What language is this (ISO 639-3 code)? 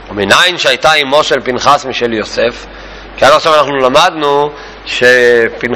heb